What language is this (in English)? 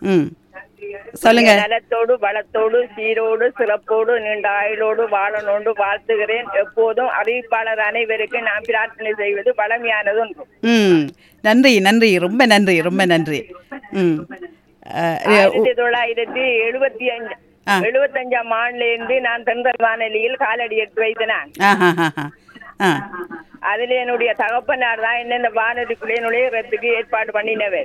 Tamil